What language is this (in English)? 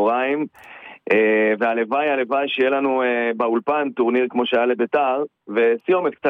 Hebrew